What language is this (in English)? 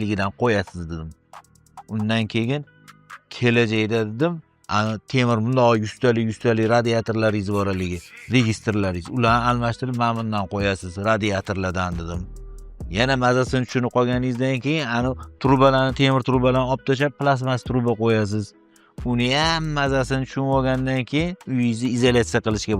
Uzbek